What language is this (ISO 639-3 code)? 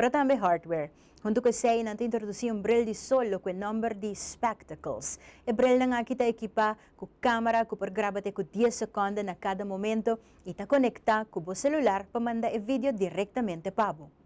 pap